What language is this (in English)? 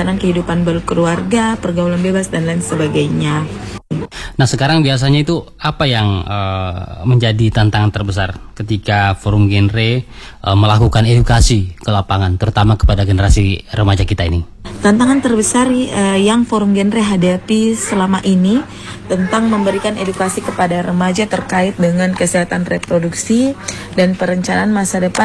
Indonesian